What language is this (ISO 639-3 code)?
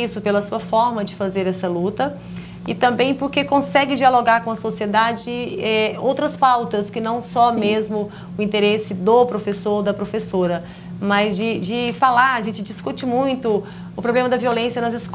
por